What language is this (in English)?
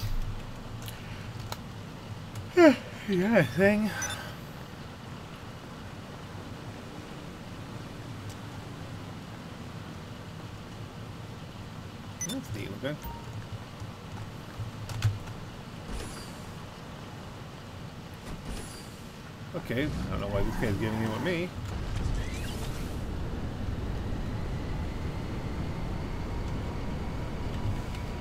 English